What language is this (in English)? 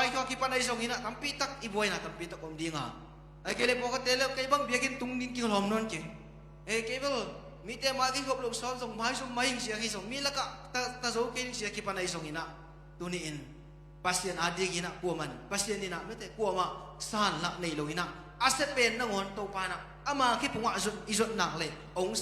Tedim Chin